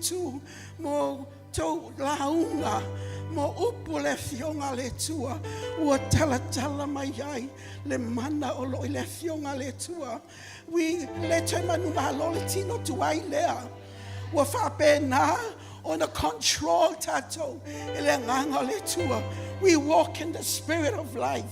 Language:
Samoan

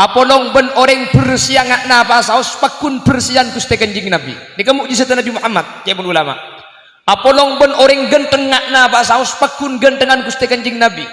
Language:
Madurese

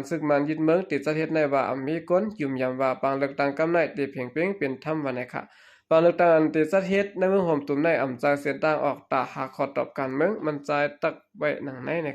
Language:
Shan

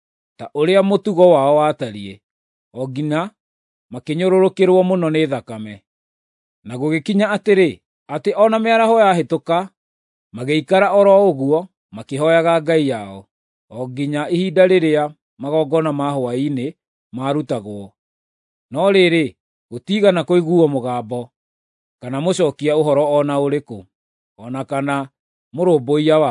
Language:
Kikuyu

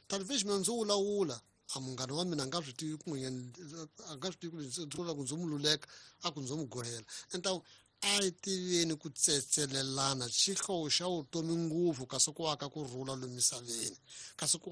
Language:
Tsonga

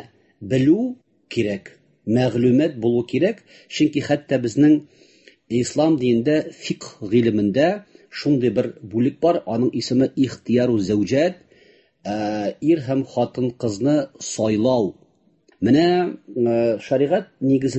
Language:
Tatar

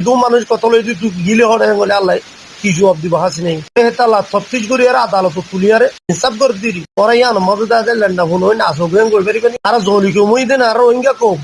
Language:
Rohingya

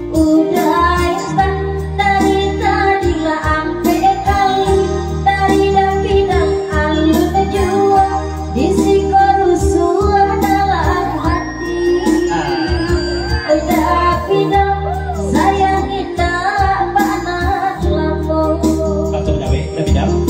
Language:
Minangkabau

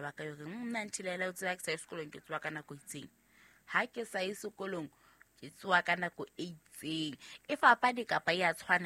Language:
Southern Sotho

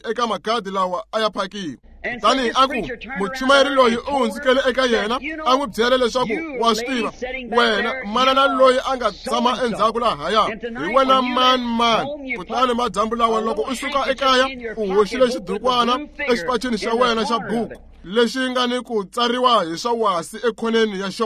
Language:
Tsonga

